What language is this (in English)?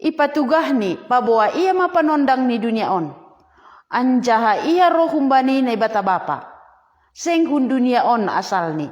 Batak Simalungun